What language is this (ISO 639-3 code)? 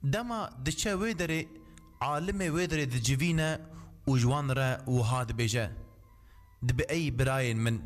kur